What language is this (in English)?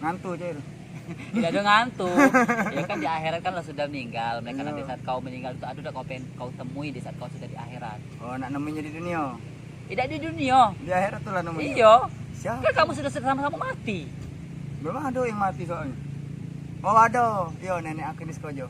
Musi